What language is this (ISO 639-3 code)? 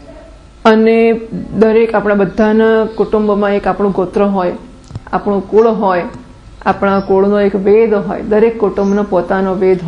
guj